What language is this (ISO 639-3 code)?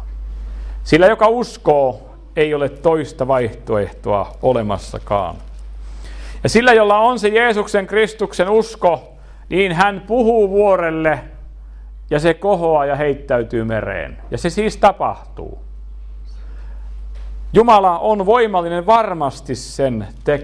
fin